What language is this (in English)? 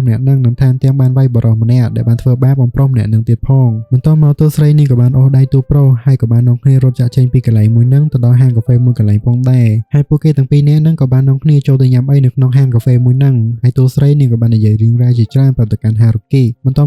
Khmer